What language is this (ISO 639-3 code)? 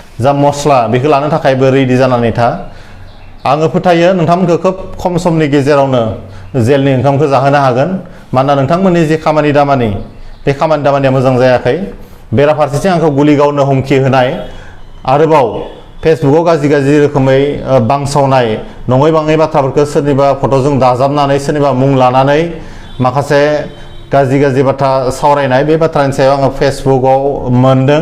brx